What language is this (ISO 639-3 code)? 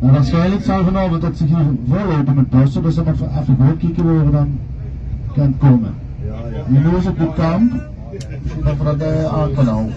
lim